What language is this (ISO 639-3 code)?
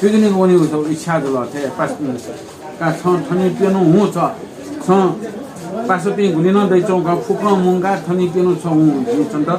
new